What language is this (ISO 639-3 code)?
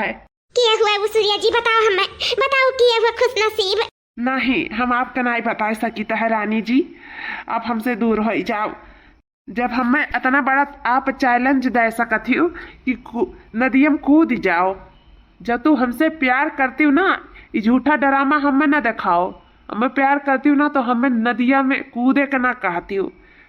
awa